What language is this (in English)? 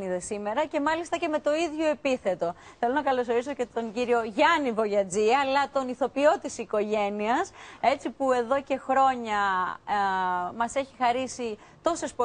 Greek